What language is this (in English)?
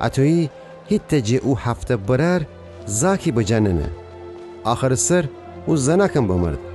Gilaki